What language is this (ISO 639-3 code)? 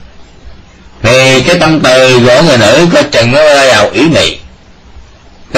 vie